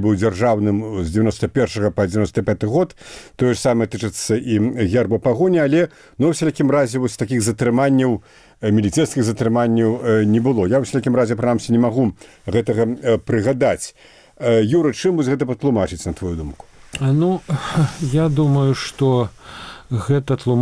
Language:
Belarusian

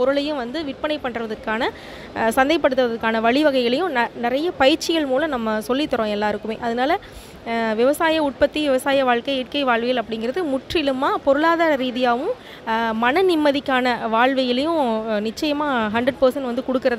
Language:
Tamil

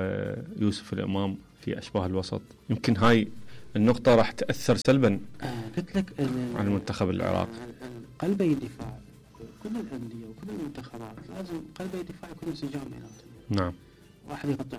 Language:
Mesopotamian Arabic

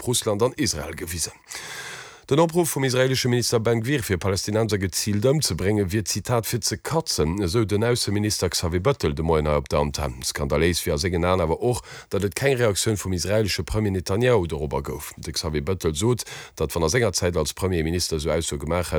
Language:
Luxembourgish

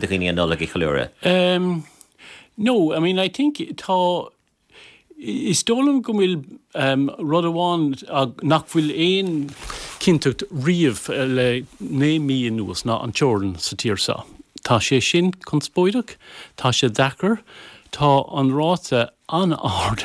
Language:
Irish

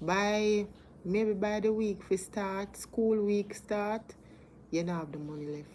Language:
Jamaican Creole English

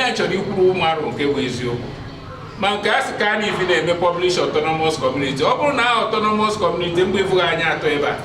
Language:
Igbo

